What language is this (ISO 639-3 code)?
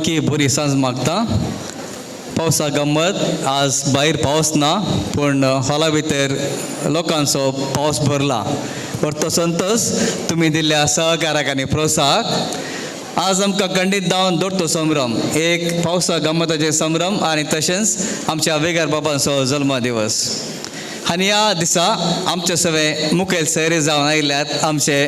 kok